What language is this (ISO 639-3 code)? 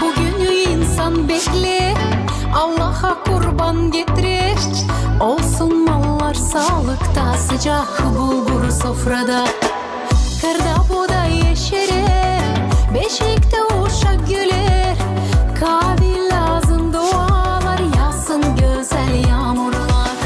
gag